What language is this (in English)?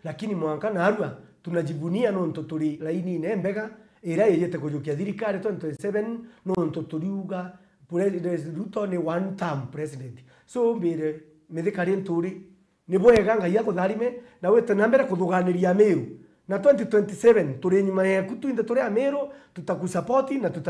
Meru